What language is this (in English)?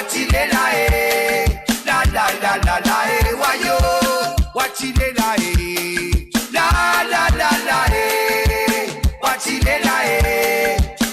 Morisyen